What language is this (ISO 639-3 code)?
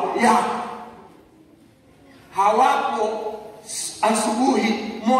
swa